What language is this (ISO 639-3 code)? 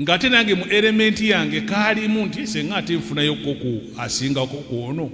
lug